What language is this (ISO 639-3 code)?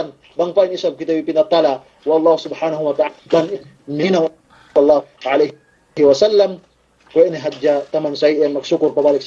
yka